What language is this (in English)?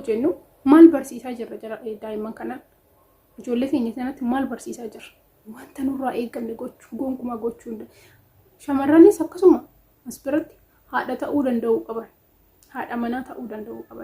Oromo